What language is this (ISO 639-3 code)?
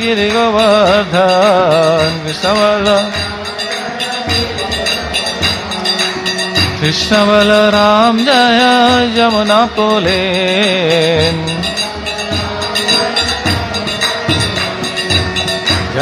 ori